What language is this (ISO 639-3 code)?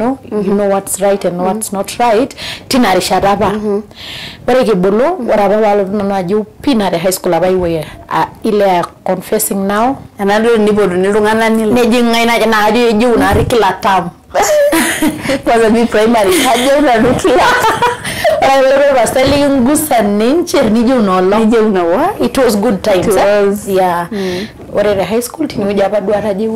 mas